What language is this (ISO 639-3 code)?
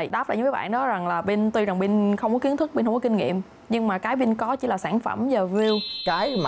vie